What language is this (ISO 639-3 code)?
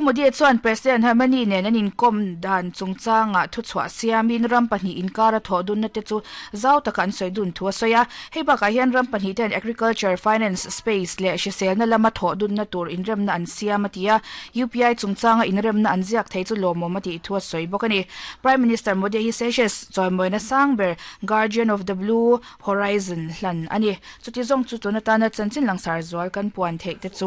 lus